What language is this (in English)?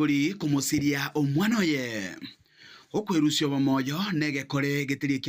Gusii